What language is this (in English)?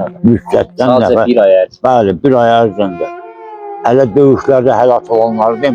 Azerbaijani